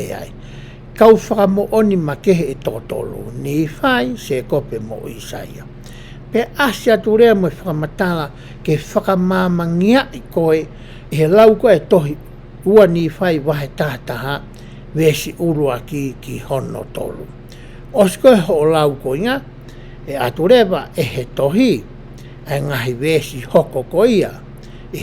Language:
Tongan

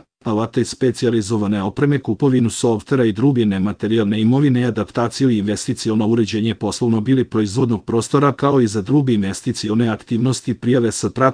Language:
Serbian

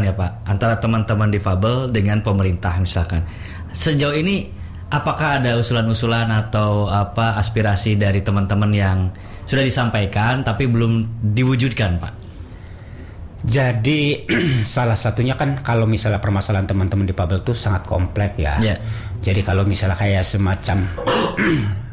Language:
Indonesian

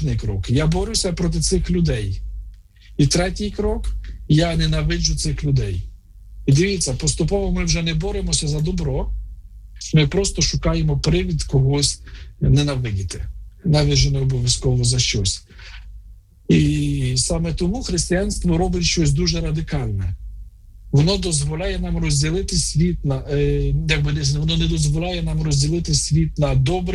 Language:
Ukrainian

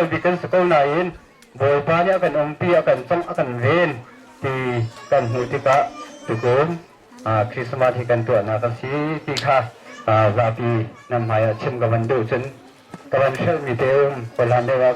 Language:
Hakha Chin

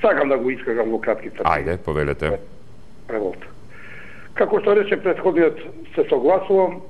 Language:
Macedonian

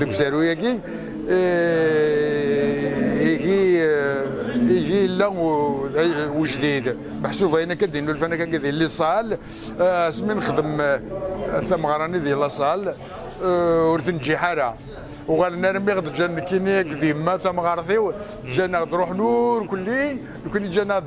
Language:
Kabyle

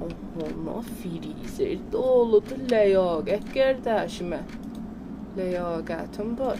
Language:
South Azerbaijani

